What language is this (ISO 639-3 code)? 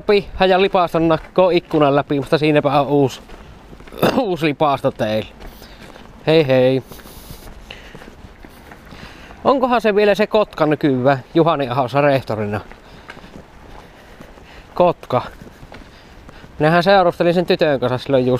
fin